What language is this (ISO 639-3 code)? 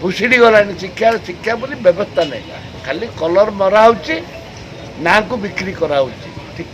ori